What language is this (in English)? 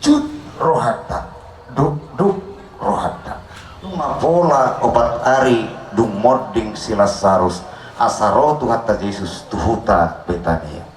Batak Toba